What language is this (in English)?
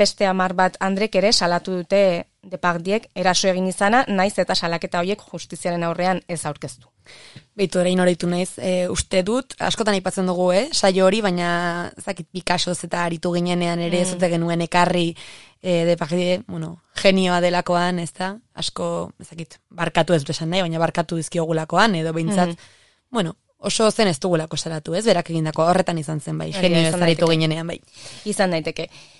Basque